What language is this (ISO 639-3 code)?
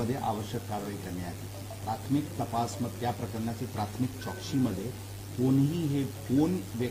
mar